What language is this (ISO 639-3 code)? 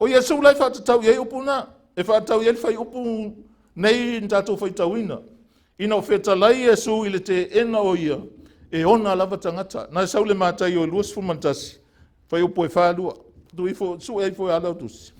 smo